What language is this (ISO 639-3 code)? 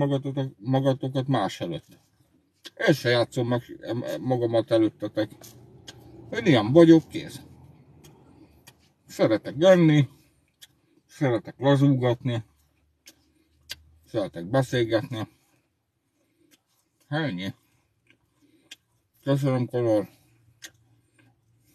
hun